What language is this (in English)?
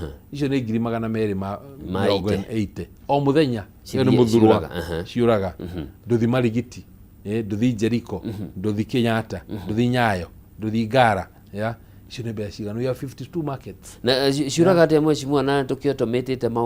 Kikuyu